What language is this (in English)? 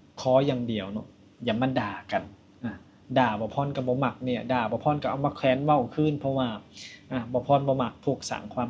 Lao